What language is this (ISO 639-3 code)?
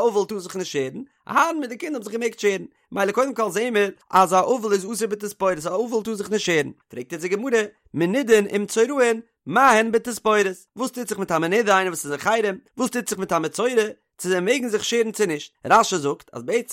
yid